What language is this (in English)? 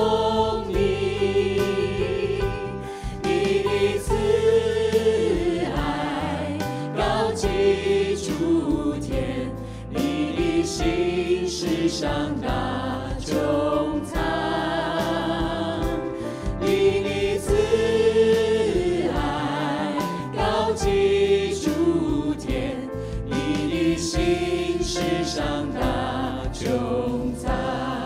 Chinese